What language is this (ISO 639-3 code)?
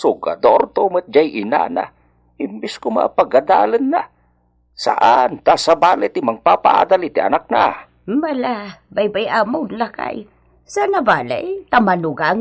ilo